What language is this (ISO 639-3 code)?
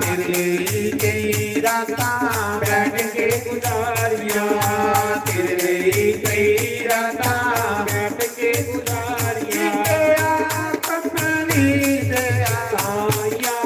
doi